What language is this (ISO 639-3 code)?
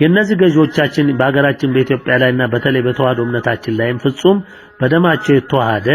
amh